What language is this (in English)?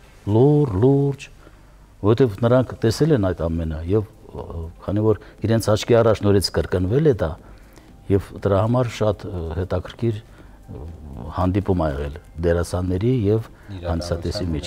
Armenian